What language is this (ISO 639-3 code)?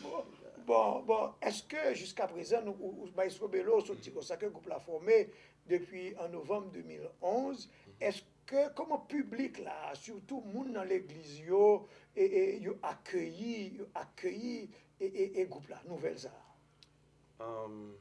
hat